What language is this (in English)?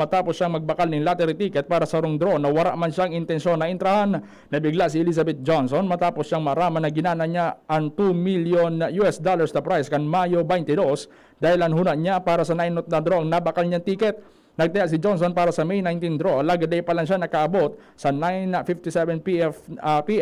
Bikol